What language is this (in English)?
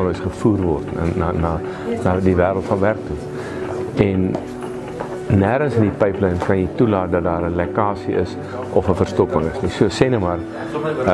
Afrikaans